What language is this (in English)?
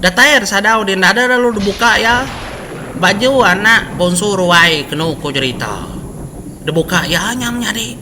Iban